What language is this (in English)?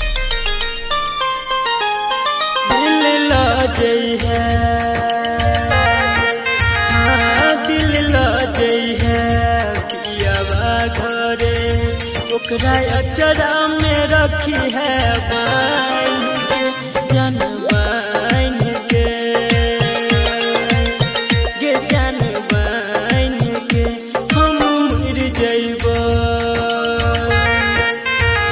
Bhojpuri